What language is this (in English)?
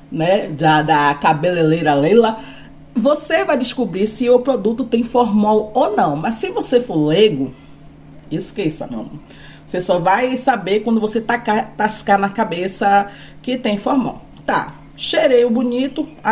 Portuguese